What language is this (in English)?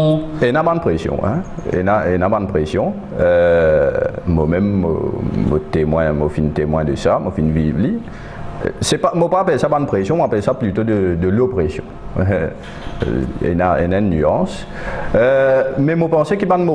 French